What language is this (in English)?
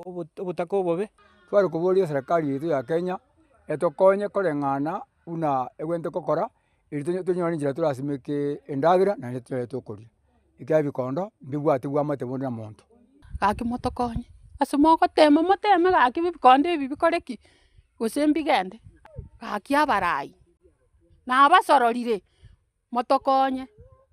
Gusii